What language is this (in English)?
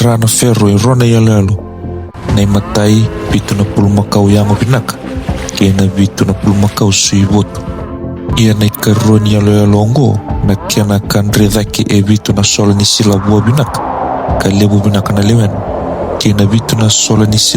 Fijian